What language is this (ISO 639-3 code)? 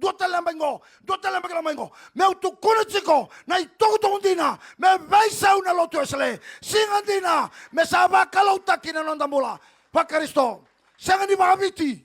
fij